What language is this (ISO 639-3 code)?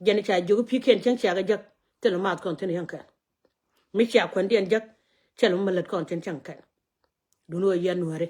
nus